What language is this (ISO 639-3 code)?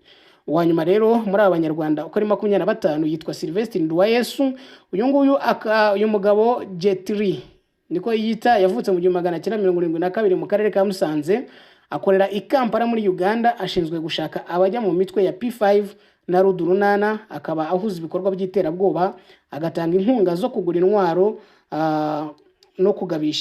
kin